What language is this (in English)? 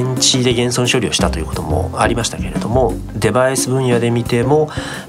Japanese